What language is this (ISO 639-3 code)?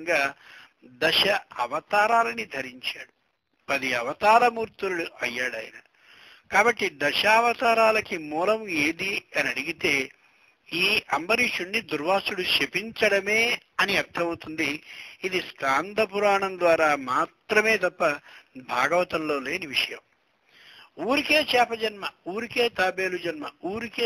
tel